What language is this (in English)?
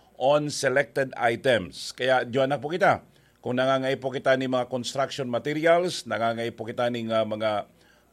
Bikol